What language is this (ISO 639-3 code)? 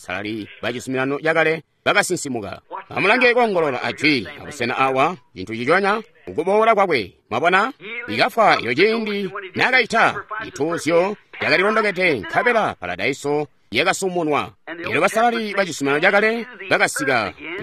toi